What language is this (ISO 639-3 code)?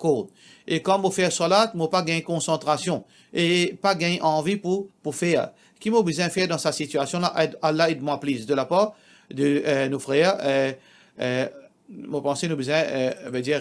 mfe